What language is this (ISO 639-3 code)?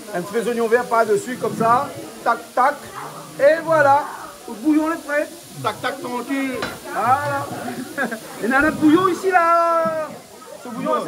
rcf